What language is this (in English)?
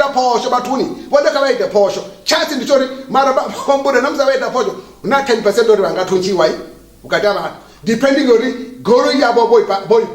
Venda